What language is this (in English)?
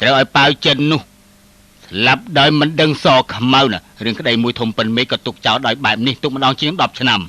Khmer